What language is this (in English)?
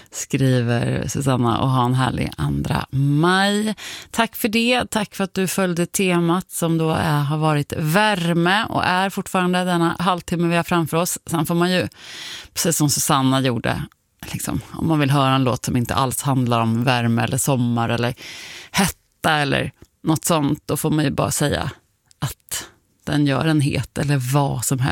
Swedish